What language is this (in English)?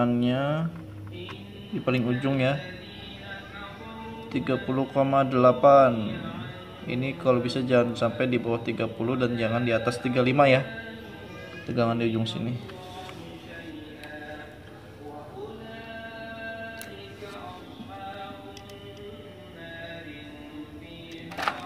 Indonesian